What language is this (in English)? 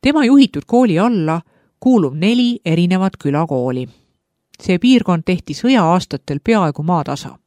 Estonian